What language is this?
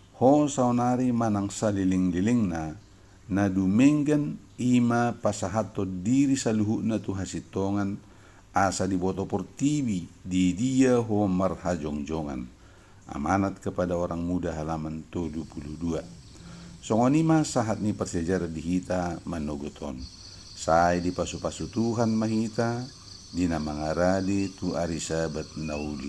Batak Toba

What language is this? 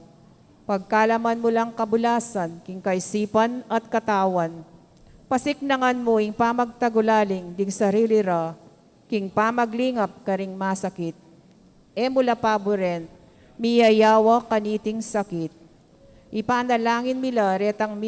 Pampanga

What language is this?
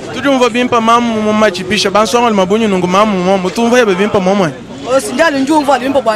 Luba-Lulua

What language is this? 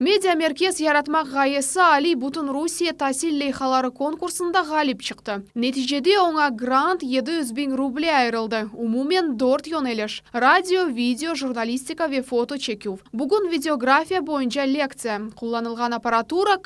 Crimean Tatar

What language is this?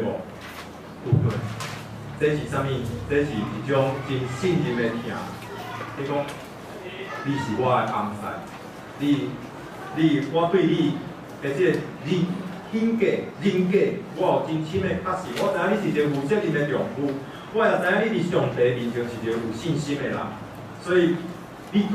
Min Nan Chinese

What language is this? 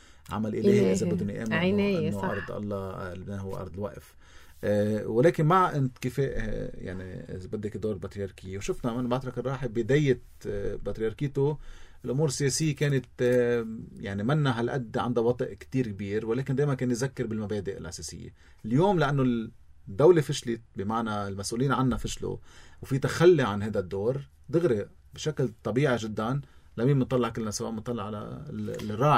North Levantine Arabic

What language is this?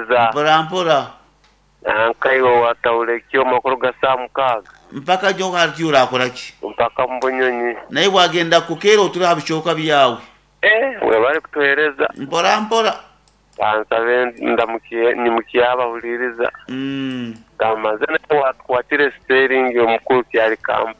Nyoro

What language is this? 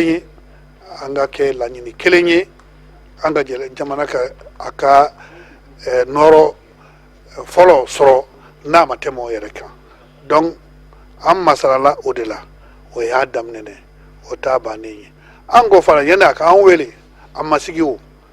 Bambara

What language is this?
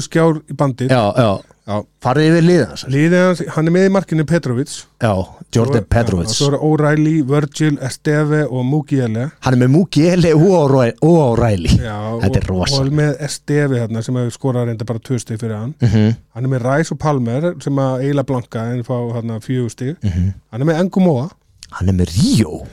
Icelandic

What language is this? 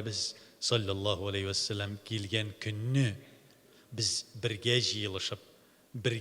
Tatar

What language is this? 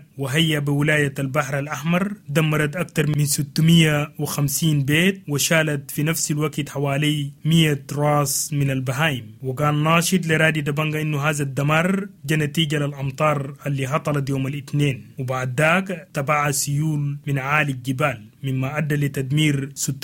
Sudanese Arabic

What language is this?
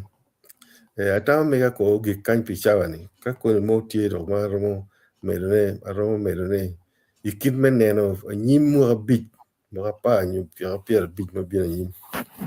Acoli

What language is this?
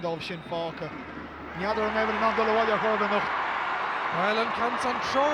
Irish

